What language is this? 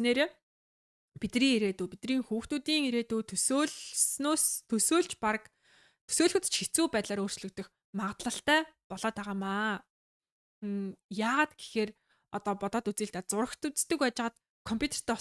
Mongolian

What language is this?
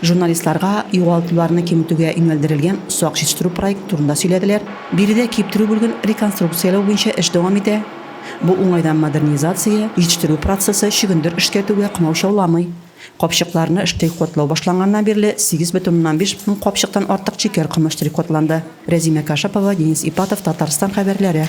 Tatar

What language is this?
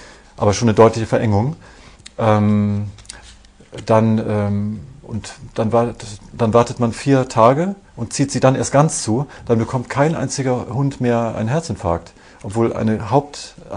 German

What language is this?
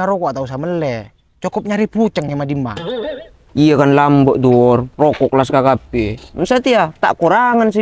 Madurese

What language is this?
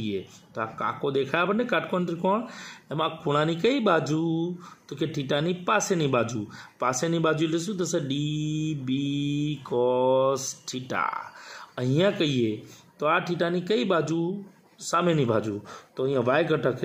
Gujarati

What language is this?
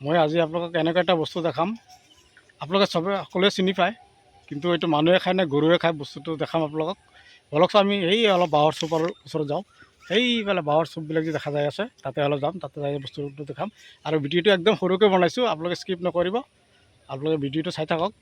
Assamese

